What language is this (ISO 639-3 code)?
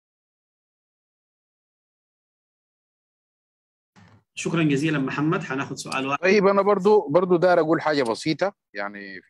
apd